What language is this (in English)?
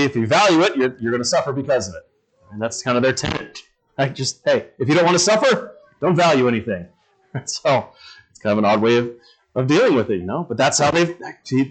English